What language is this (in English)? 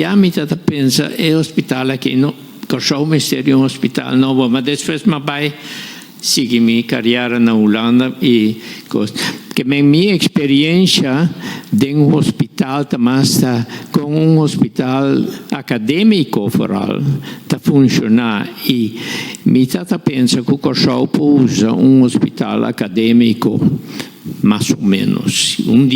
Papiamento